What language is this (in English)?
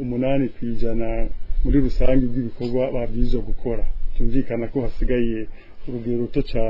Rundi